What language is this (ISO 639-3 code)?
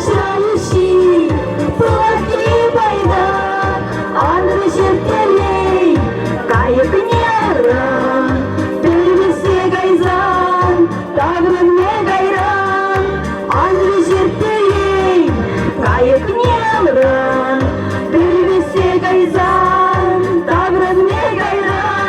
chv